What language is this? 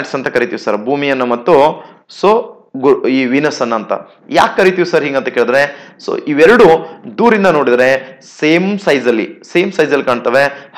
Kannada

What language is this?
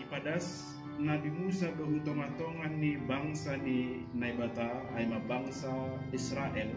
Batak Simalungun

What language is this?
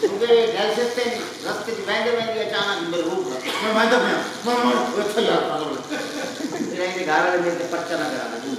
Saraiki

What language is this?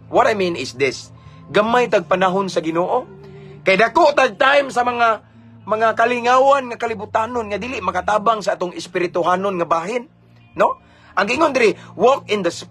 Cebuano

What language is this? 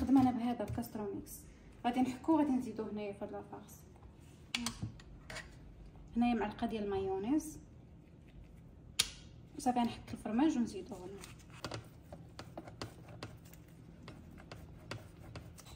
Moroccan Arabic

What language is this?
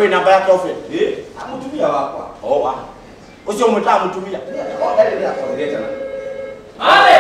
Kikuyu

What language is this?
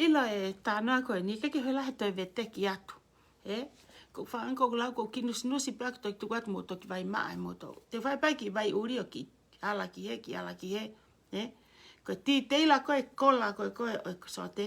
Tongan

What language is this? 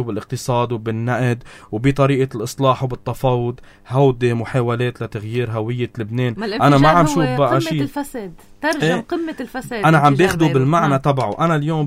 North Levantine Arabic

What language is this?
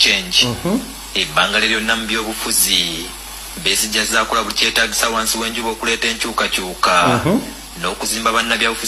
Ganda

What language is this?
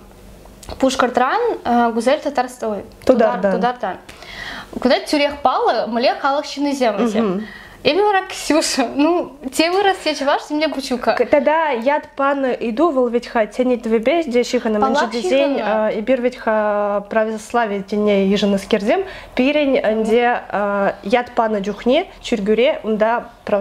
Chuvash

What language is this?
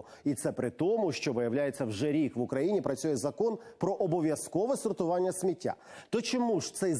Ukrainian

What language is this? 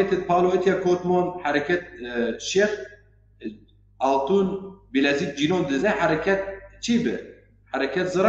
Zaza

